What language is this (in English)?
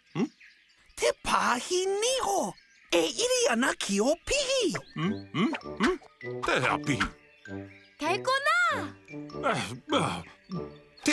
Māori